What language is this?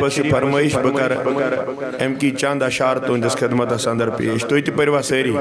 Kashmiri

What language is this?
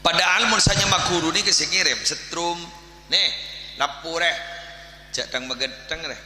Madurese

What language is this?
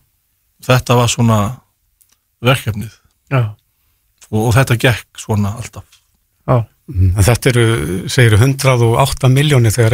Icelandic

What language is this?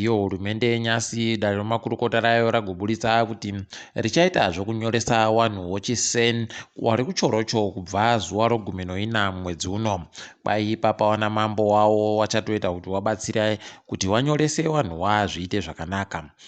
Ndau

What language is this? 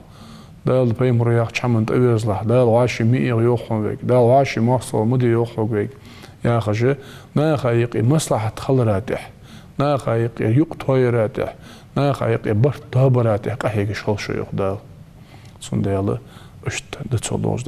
Ingush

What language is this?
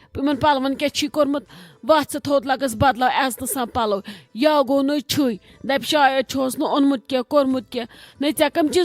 Kashmiri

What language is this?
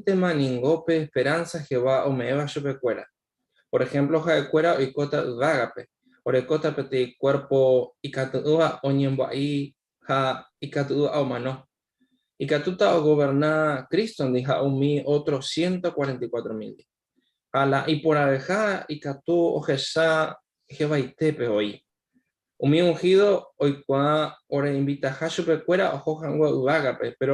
Guarani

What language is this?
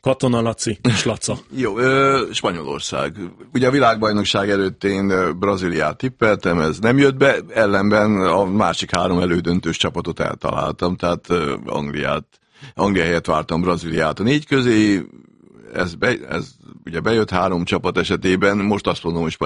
Hungarian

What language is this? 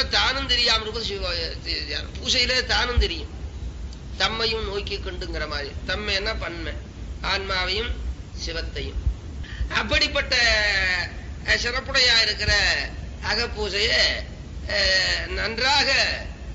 Tamil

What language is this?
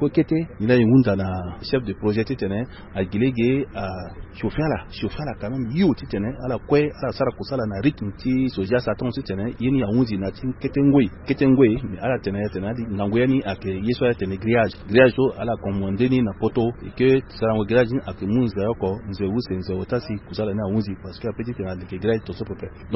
Sango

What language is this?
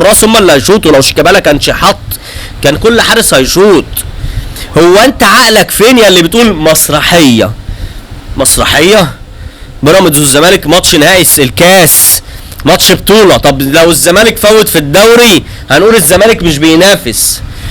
Egyptian Arabic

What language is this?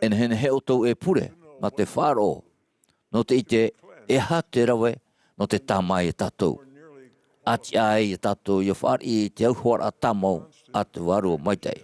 Tahitian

